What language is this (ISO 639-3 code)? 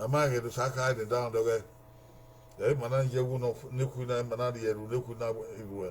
bin